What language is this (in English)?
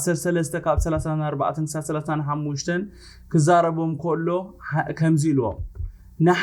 Tigrinya